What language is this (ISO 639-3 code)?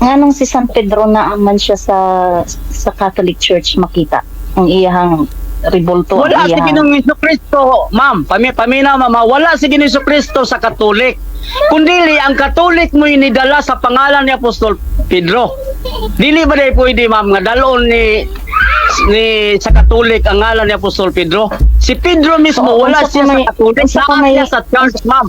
ceb